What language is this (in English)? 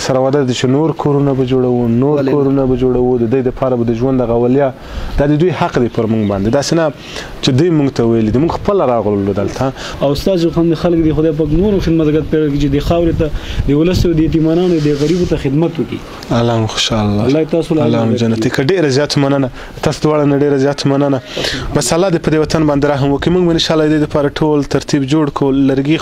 Pashto